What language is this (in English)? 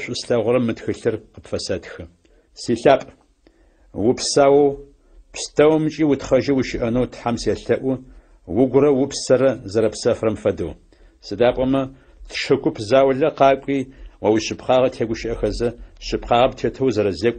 Adyghe